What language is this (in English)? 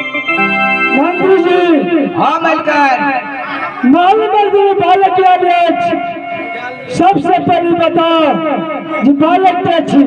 Maithili